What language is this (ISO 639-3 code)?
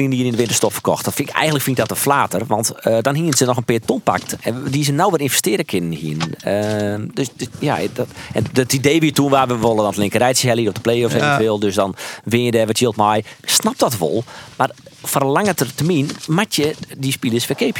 fry